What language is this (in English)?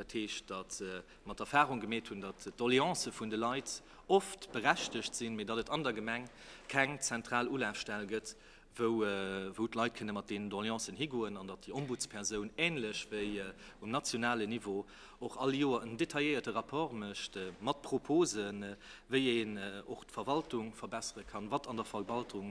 Luxembourgish